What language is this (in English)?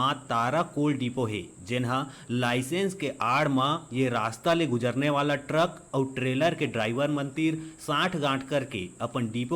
Chhattisgarhi